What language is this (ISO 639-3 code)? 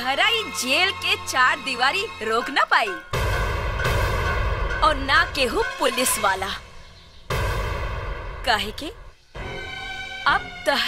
bho